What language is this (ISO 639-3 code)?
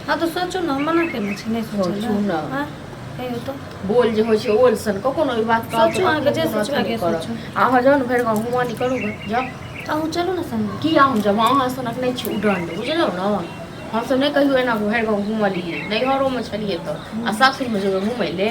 mai